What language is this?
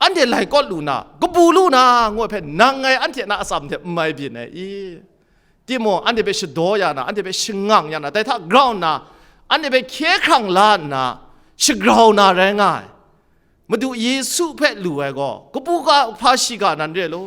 Kachin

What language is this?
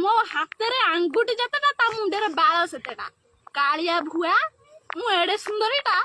Odia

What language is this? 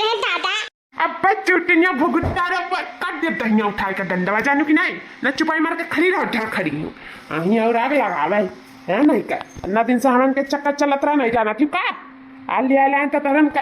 Awadhi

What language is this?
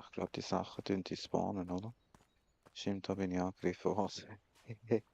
Swiss German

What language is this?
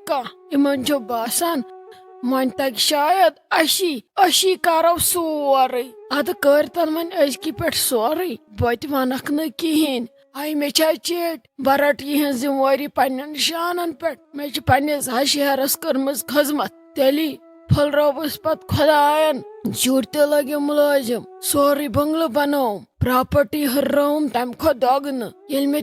Kashmiri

